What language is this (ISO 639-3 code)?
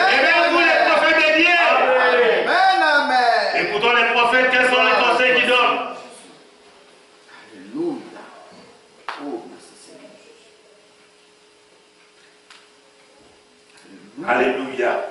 fra